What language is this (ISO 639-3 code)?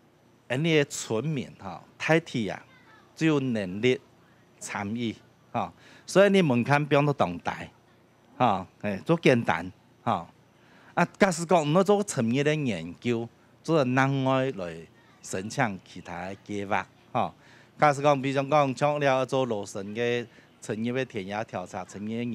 hak